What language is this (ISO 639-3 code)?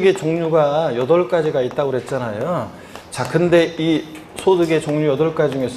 kor